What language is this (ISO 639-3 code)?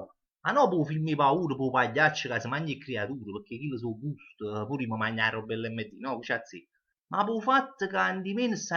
nap